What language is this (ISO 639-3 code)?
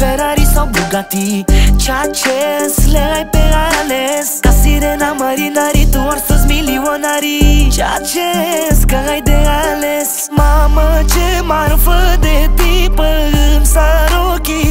ron